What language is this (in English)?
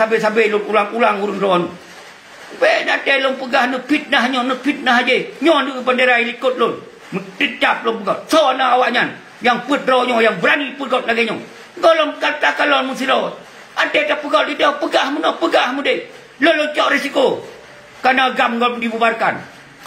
Achinese